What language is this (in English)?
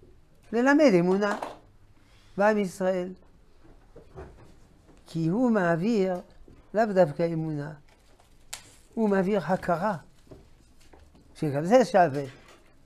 Hebrew